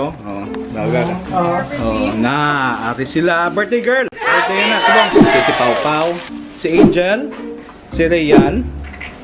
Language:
Hiligaynon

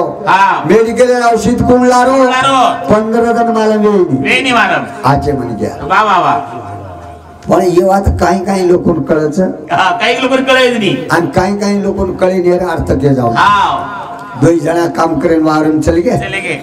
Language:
Marathi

